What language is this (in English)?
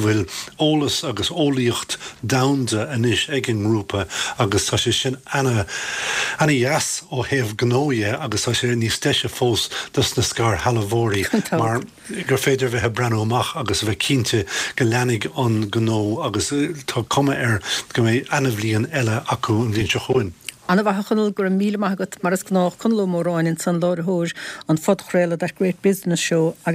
Irish